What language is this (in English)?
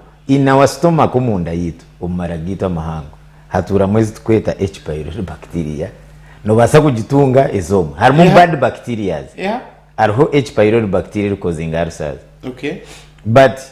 Nyankole